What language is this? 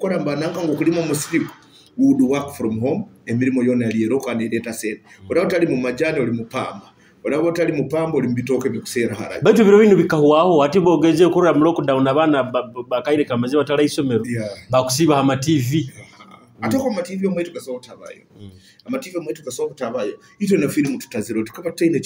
Nyoro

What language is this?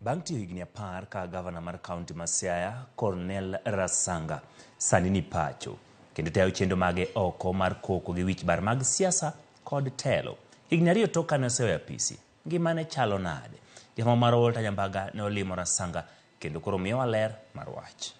Luo (Kenya and Tanzania)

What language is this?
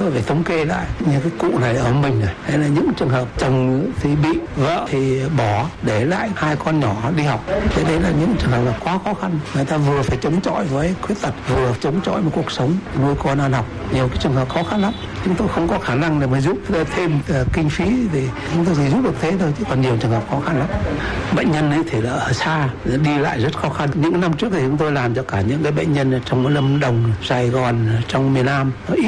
Vietnamese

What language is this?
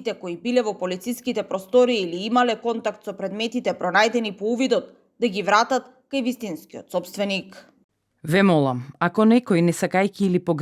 Macedonian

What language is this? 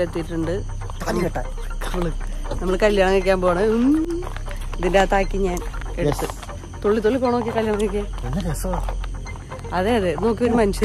Malayalam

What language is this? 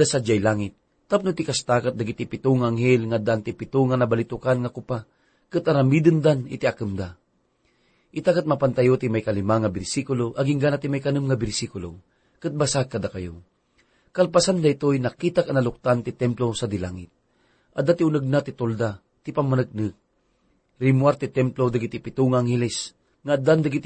Iloko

